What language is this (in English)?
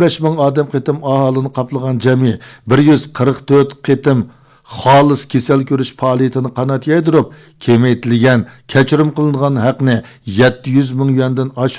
Uyghur